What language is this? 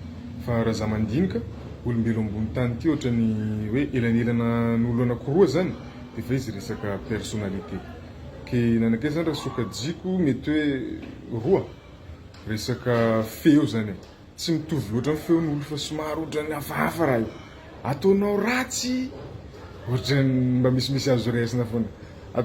Malagasy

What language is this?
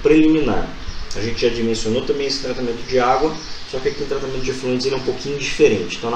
Portuguese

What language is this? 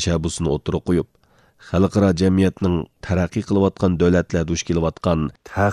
Uyghur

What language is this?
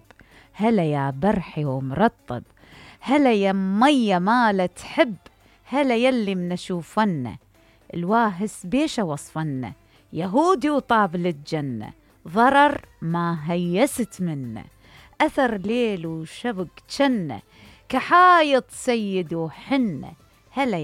Mesopotamian Arabic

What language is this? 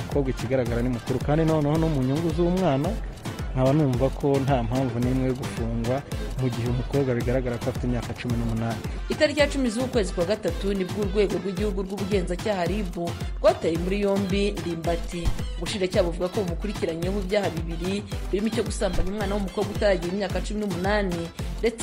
Kinyarwanda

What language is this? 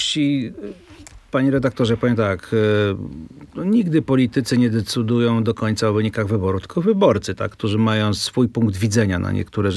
Polish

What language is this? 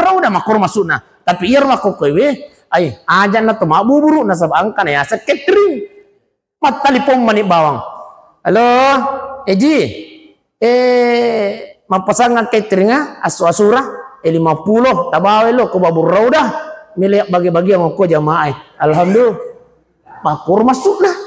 Buginese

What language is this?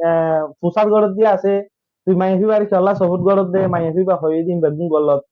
Rohingya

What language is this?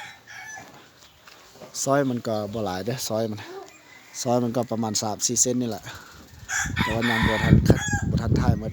Lao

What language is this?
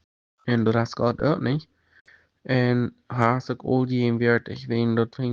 Plautdietsch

